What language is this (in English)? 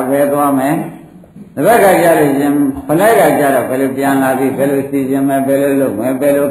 Burmese